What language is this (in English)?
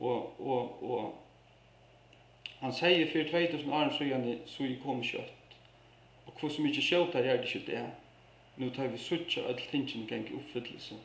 Faroese